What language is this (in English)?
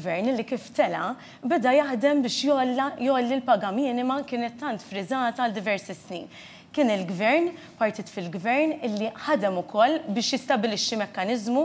Maltese